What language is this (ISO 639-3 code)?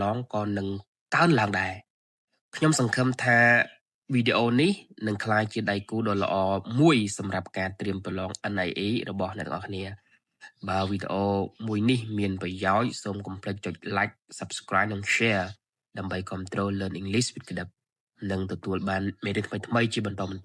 khm